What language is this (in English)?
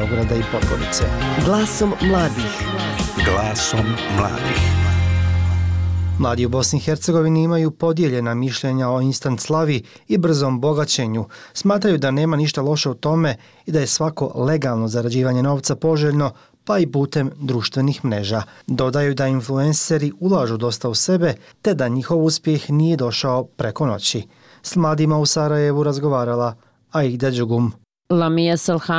Bosnian